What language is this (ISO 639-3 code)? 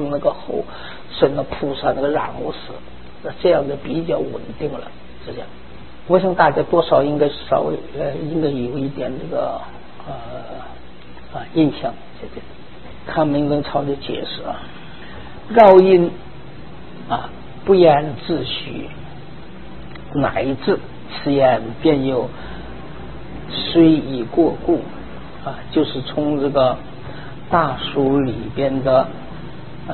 zho